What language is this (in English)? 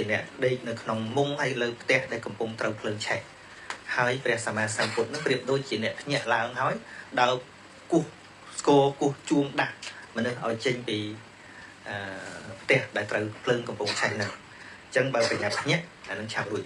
Khmer